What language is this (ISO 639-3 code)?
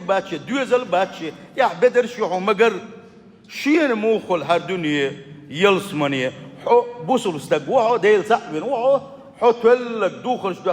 che